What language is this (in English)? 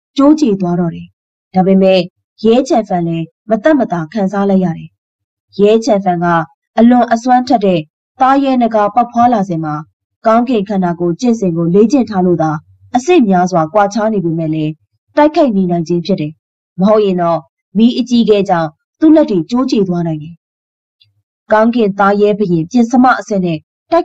Burmese